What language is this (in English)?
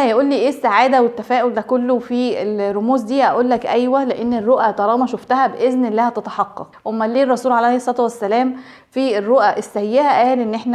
Egyptian Arabic